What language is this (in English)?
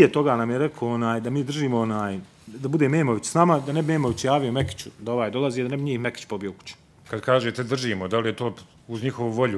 Bosnian